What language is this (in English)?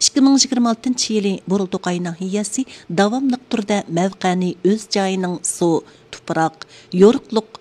Uyghur